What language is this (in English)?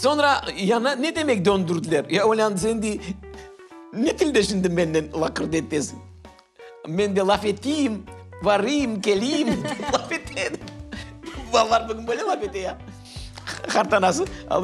Crimean Tatar